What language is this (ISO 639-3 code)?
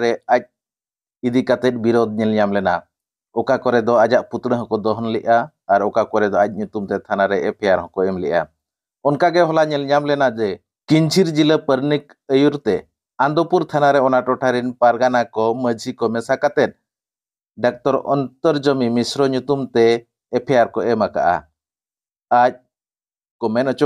sat